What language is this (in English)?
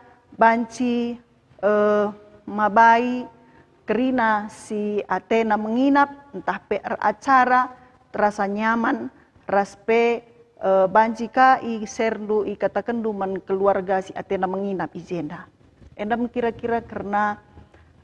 Batak Karo